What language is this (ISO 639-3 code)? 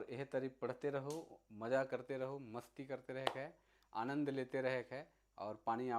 sck